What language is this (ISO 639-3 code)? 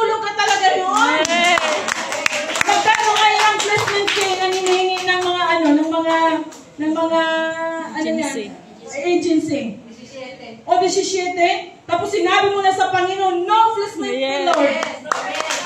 fil